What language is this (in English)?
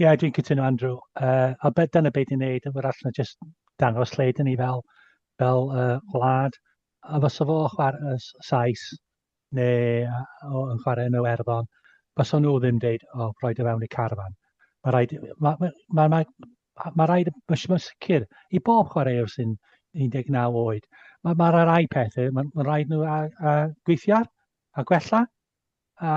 Welsh